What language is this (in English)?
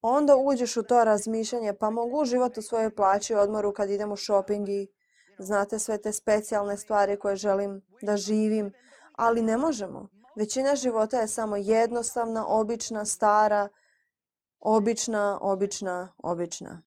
Croatian